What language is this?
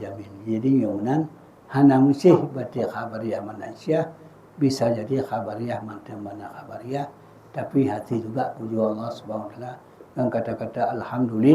Achinese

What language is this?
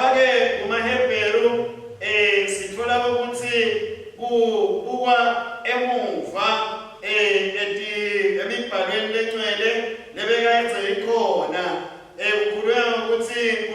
Swati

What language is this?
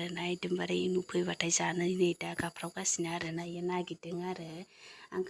Bodo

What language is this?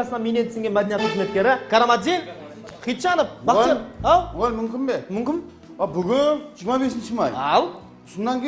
Kara-Kalpak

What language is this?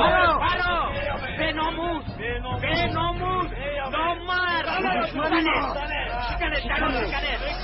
Tajik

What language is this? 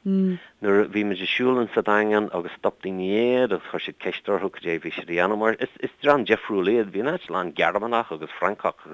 Irish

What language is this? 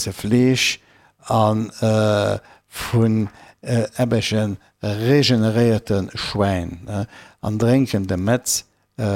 Luxembourgish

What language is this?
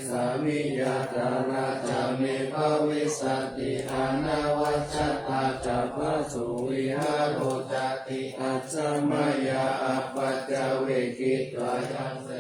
Pali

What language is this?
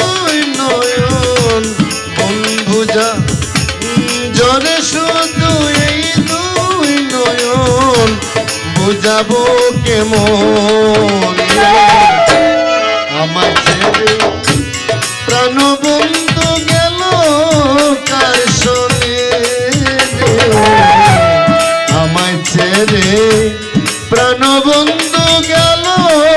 Bangla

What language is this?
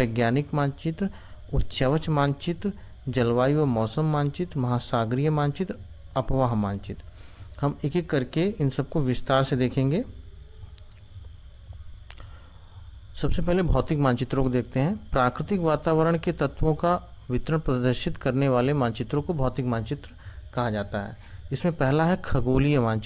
Hindi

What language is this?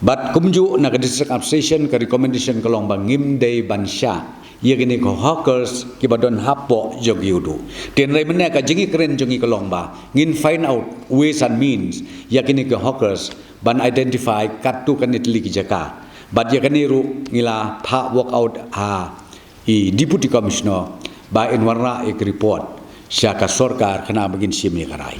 Khasi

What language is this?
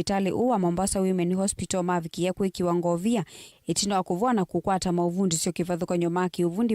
Kamba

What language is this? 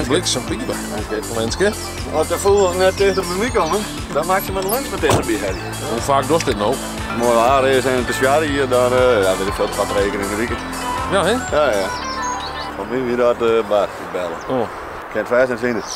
Western Frisian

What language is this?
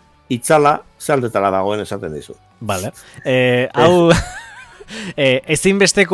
Basque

